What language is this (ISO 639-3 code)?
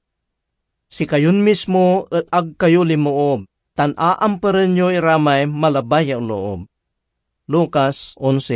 pag